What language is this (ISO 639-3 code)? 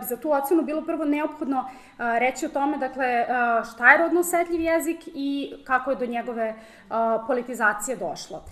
srp